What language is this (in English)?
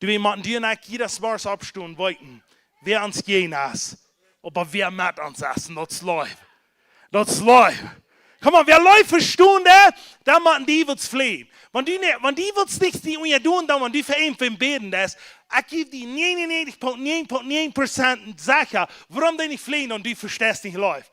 Plautdietsch